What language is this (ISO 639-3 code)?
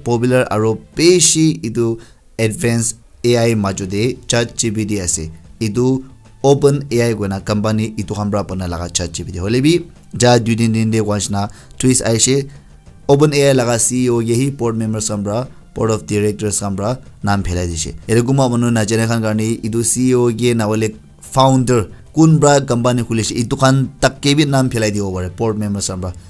nag